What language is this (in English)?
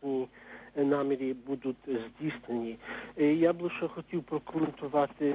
Ukrainian